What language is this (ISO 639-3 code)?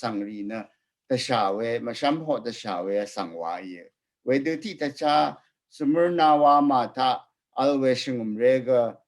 raw